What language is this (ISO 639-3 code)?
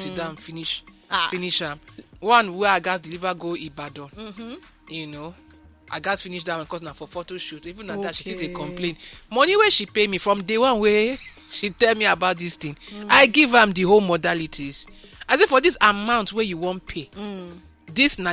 pcm